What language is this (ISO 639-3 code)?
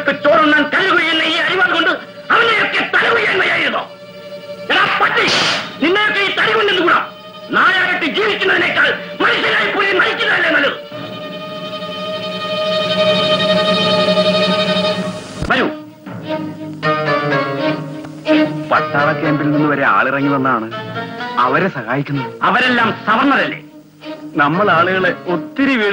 mal